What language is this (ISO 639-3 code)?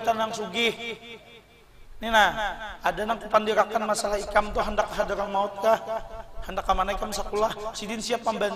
bjn